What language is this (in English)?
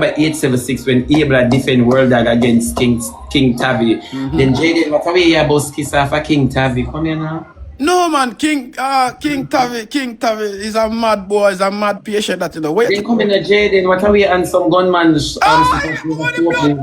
Jamaican Creole English